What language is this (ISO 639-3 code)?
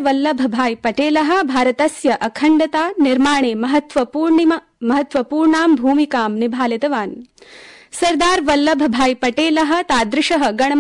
san